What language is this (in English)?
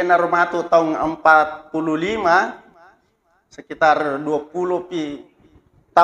Buginese